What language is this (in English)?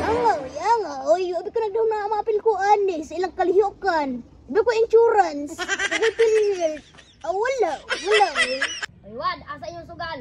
Cebuano